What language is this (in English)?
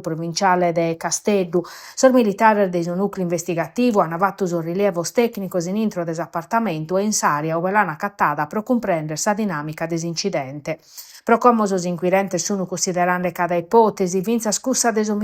Sardinian